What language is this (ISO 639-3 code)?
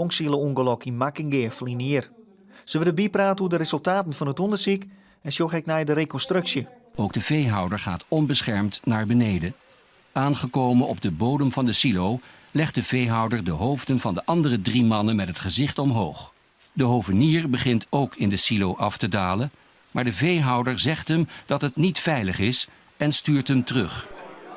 fry